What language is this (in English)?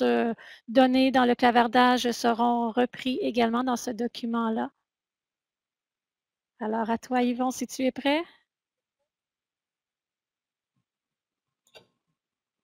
French